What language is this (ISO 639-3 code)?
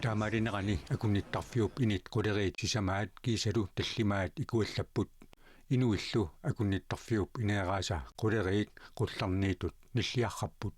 kal